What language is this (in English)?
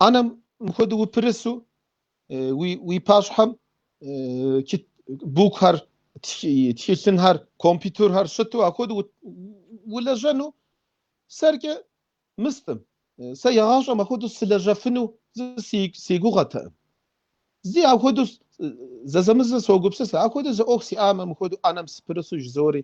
Kabardian